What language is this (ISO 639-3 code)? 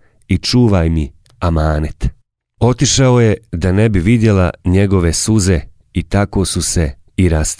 bos